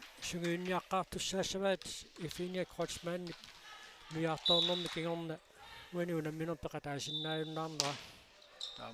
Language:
Kalaallisut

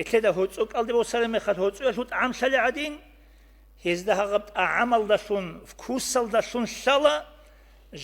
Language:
Avaric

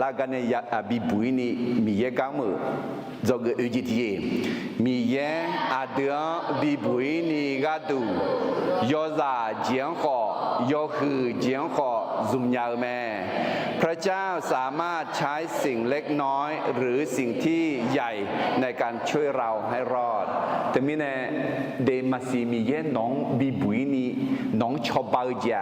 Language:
Akha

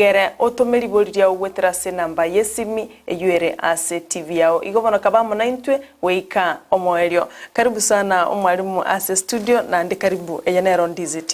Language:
Gusii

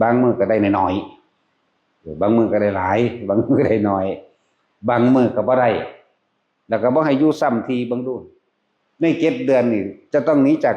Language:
Northeastern Thai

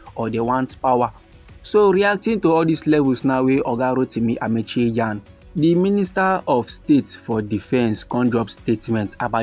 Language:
Nigerian Pidgin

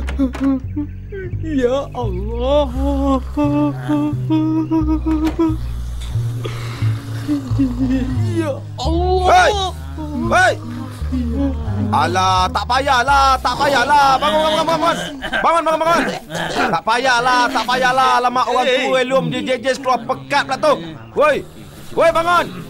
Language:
Malay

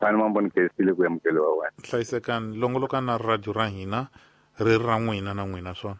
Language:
Tsonga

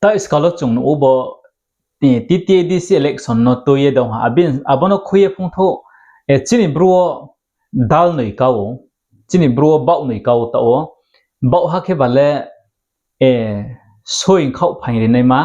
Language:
Riang (India)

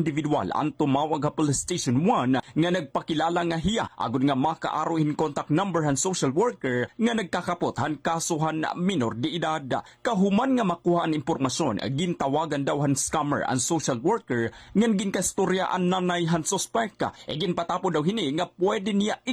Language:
Waray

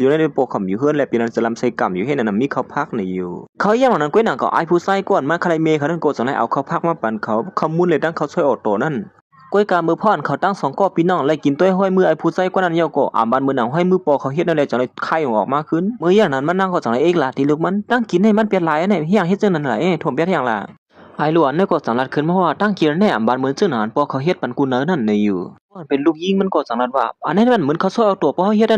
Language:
Shan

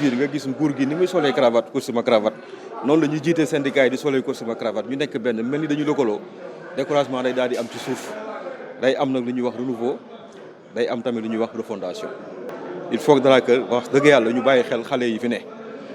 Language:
Wolof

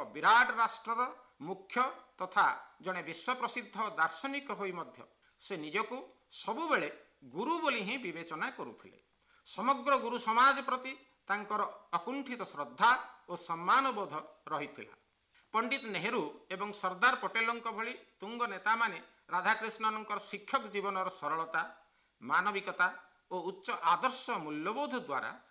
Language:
Odia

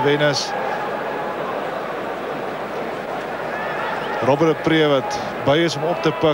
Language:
Afrikaans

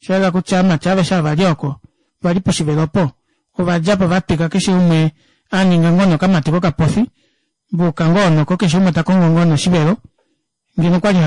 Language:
Kuanyama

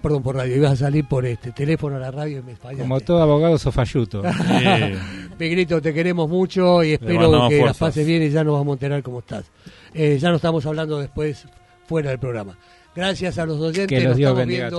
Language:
Spanish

